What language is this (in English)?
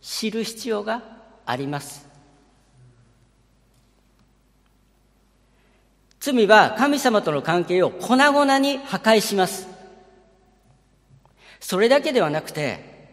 Japanese